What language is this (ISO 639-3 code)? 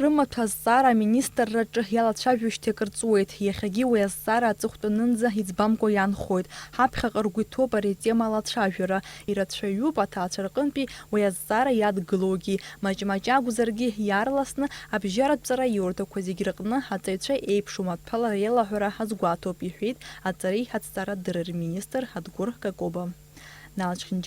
abk